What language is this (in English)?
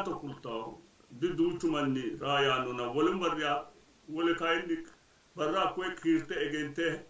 Sidamo